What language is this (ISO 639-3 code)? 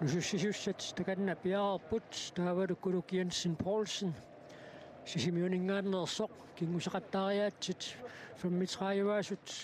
kal